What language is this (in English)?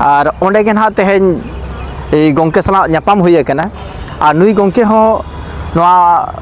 Santali